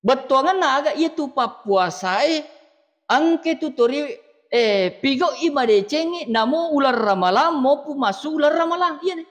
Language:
Buginese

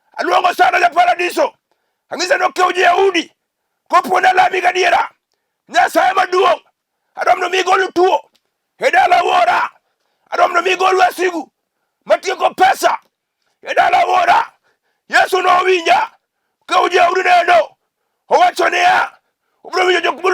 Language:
Luo (Kenya and Tanzania)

